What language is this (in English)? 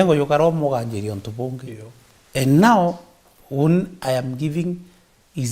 Meru